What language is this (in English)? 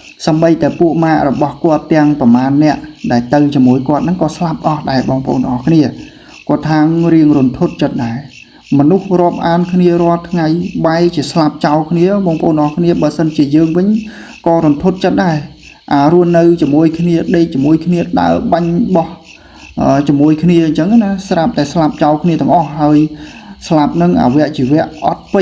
Khmer